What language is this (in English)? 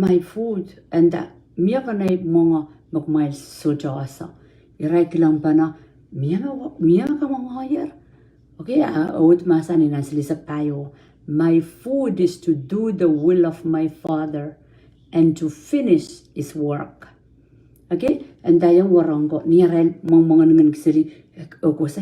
Pohnpeian